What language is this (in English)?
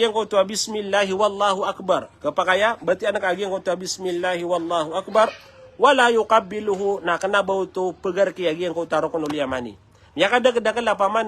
Maranao